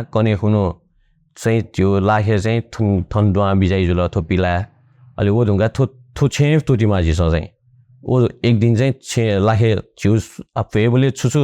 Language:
Newari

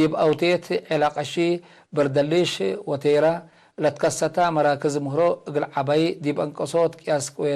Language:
Tigre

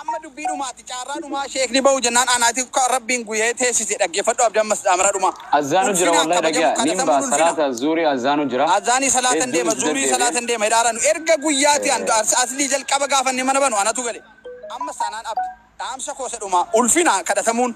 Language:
Oromo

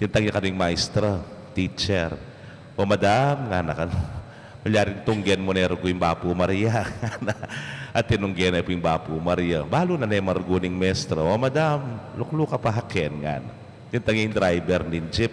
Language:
Pampanga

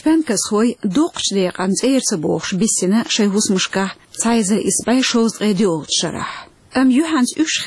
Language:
Chechen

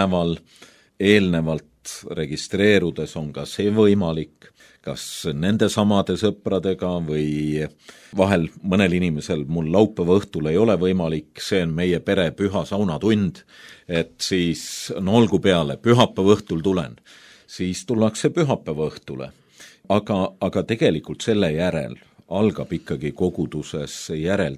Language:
Estonian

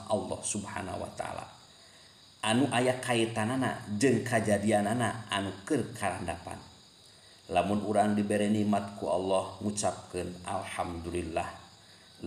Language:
Sundanese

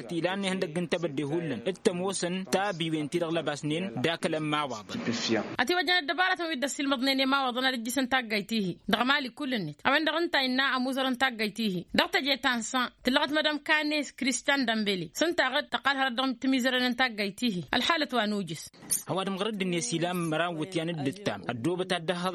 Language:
Tamasheq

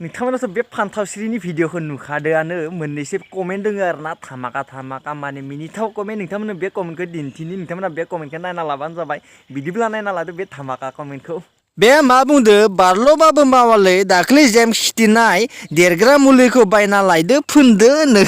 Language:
Bodo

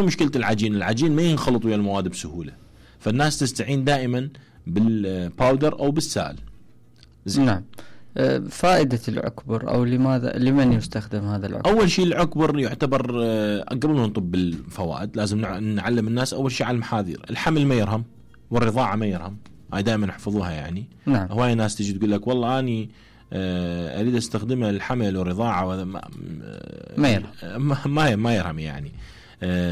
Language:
Mesopotamian Arabic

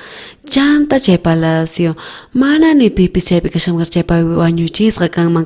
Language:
South Bolivian Quechua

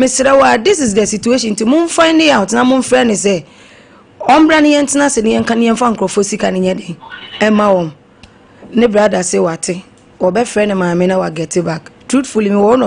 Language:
Akan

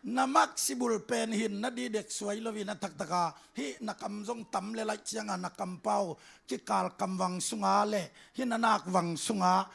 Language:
Tedim Chin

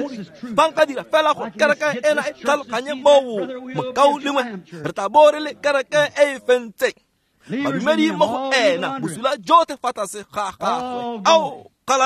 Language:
Tswana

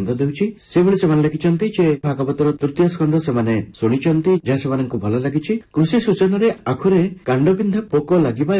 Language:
Odia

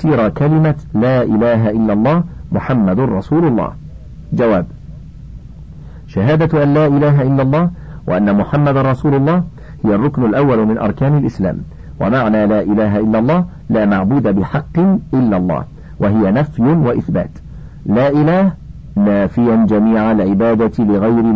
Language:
Arabic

